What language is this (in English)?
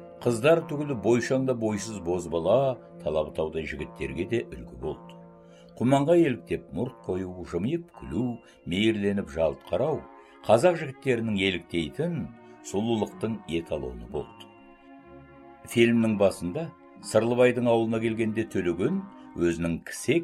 Kazakh